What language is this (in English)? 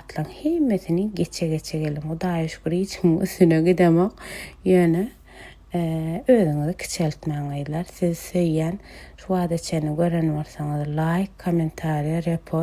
Turkmen